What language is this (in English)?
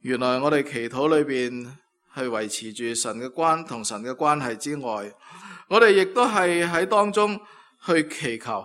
Cantonese